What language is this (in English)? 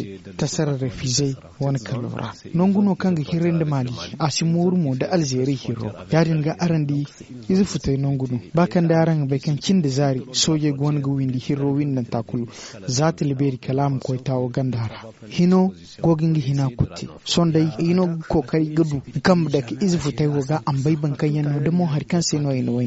Zarma